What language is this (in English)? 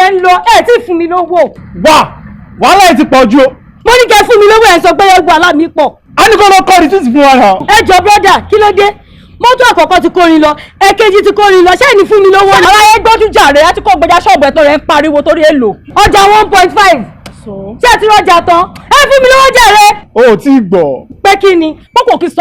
Yoruba